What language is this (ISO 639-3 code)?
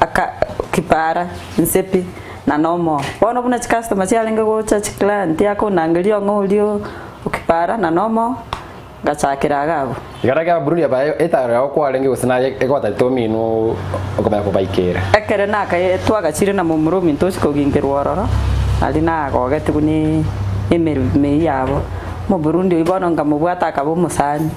guz